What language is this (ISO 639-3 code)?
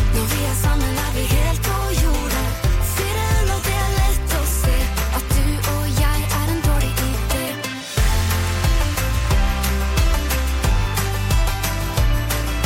nor